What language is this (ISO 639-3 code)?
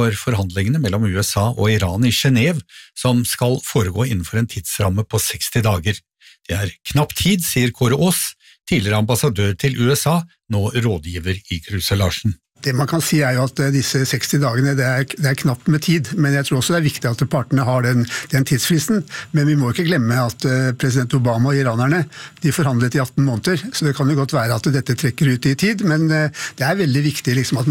nor